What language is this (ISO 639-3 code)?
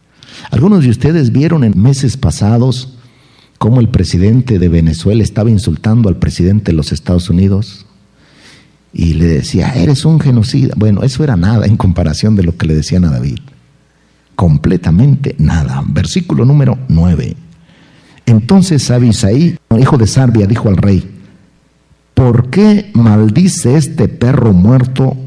spa